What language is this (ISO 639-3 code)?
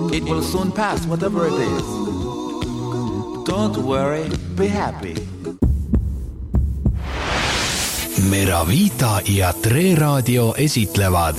est